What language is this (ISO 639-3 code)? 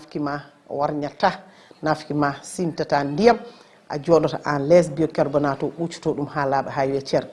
ful